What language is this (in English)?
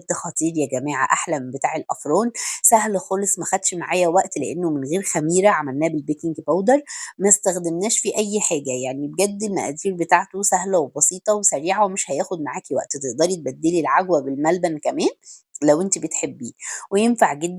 Egyptian Arabic